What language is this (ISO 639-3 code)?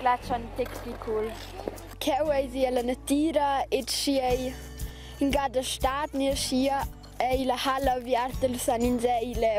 roh